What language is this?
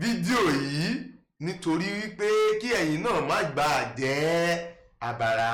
Yoruba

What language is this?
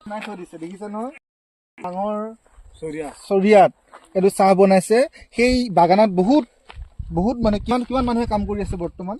Assamese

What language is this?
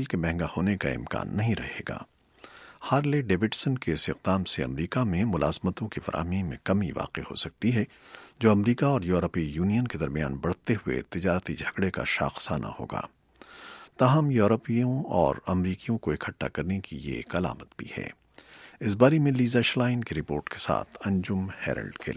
Urdu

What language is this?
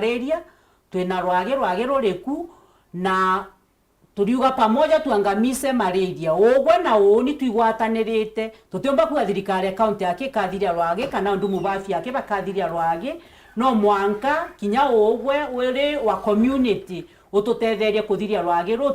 Meru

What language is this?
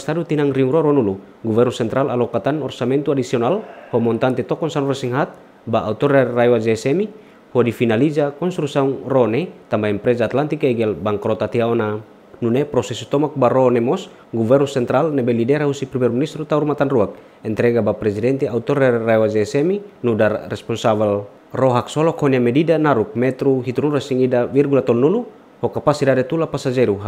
Tetum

